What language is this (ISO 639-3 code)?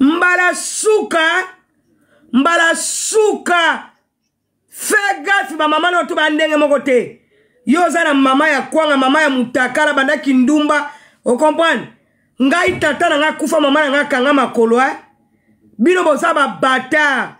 lin